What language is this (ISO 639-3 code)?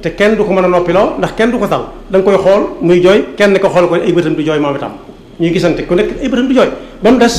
wol